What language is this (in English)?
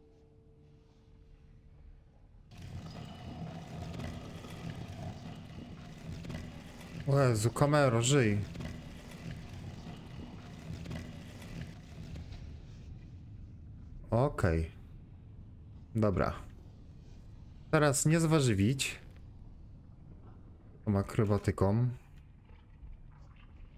Polish